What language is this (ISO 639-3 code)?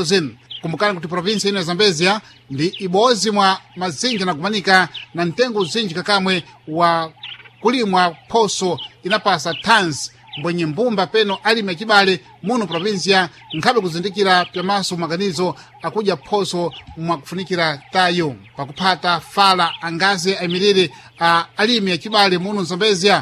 seh